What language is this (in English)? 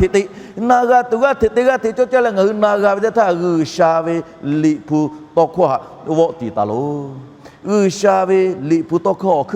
Lahu